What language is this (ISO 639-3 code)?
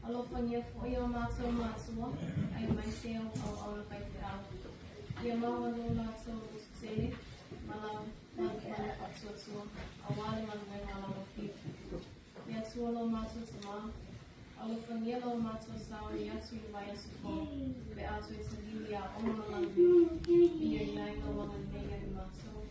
smo